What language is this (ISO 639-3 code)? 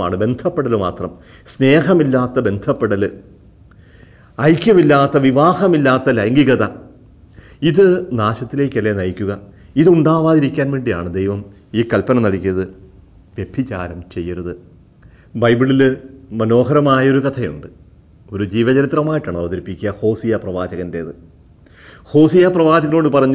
mal